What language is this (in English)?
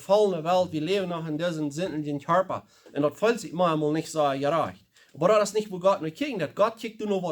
Plautdietsch